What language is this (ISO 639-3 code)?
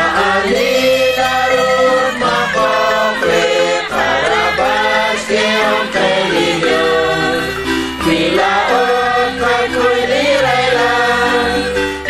kek